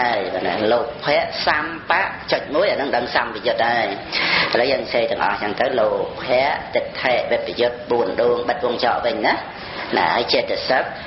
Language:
Khmer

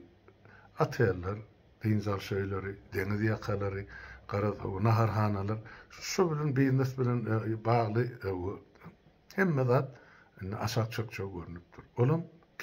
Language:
Turkmen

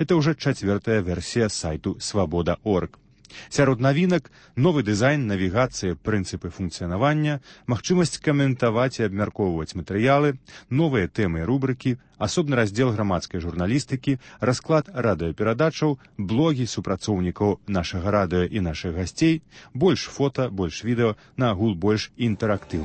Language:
Belarusian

